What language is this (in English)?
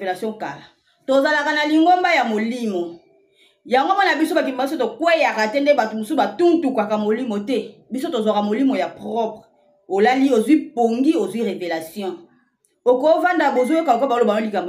Lingala